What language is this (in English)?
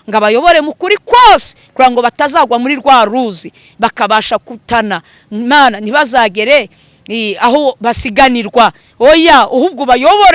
Kinyarwanda